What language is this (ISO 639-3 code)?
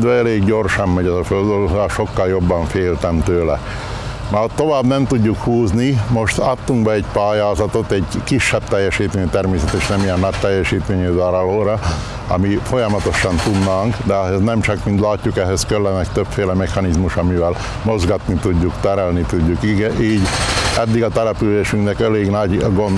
hun